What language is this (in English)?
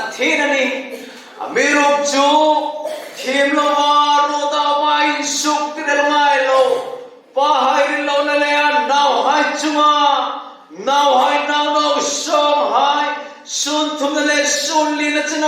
Hmar